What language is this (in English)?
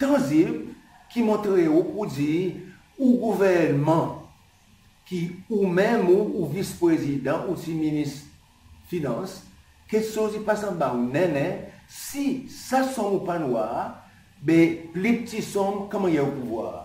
Seselwa Creole French